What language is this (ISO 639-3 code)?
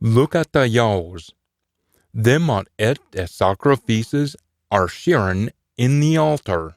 sco